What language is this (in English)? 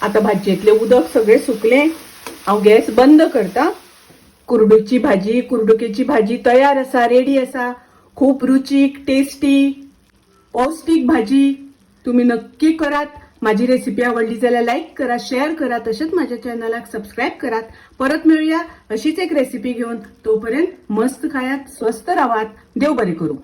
Konkani